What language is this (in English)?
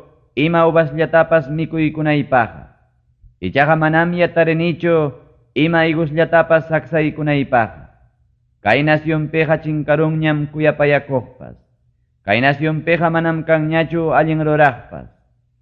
Ayacucho Quechua